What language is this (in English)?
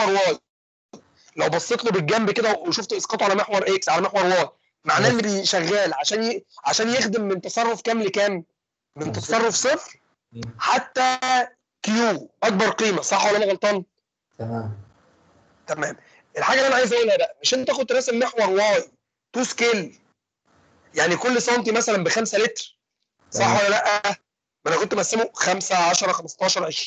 Egyptian Arabic